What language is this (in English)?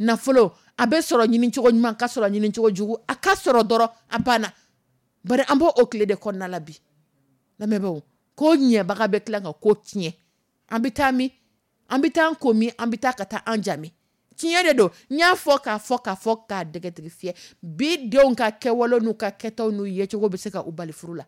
Dyula